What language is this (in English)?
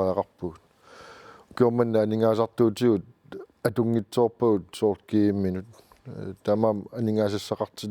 Kalaallisut